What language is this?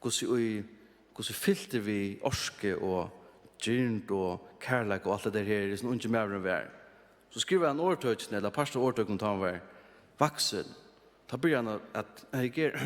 Faroese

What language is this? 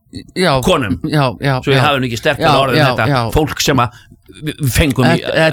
Icelandic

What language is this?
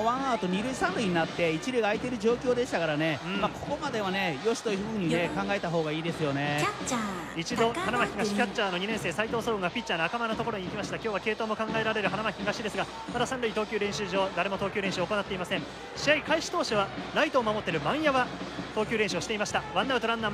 Japanese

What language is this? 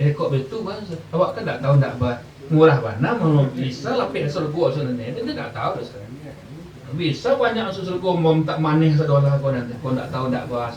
Minangkabau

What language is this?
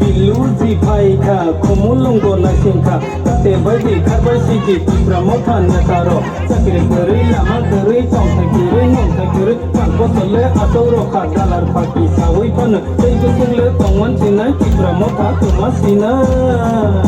Riang (India)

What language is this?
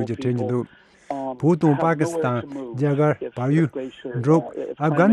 Tibetan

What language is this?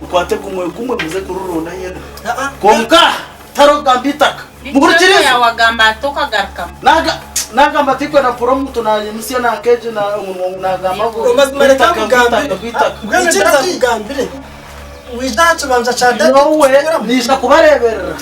Nyankole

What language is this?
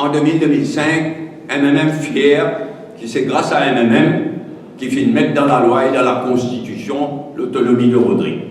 Morisyen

